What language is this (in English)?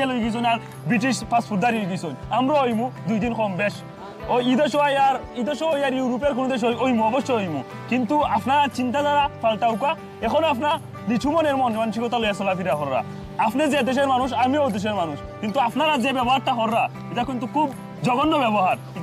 Sylheti